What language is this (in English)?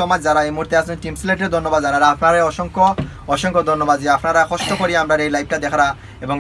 Sylheti